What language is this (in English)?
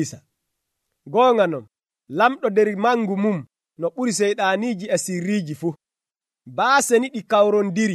Nigerian Fulfulde